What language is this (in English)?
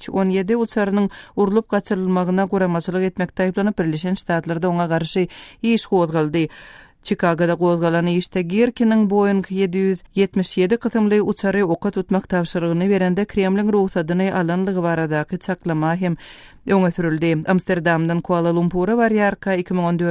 Turkmen